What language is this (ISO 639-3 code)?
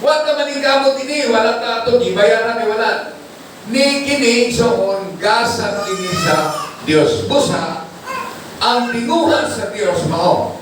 ceb